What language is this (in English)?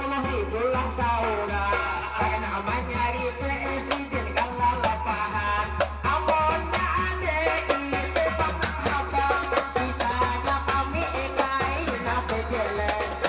Banjar